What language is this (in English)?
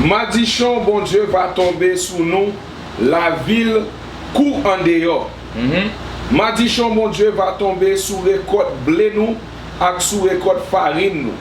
Haitian Creole